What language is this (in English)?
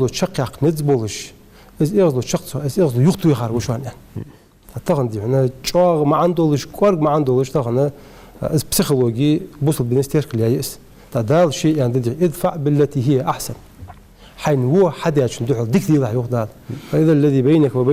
Ingush